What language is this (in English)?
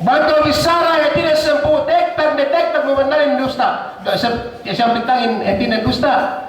Yakan